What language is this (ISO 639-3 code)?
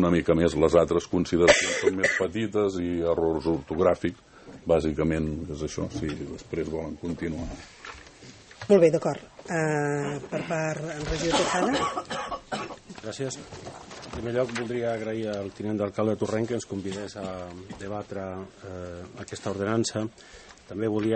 cat